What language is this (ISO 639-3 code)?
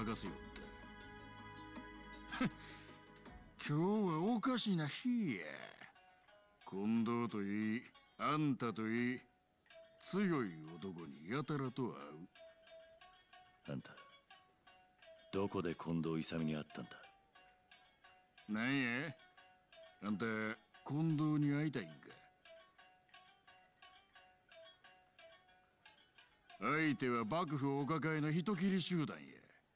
jpn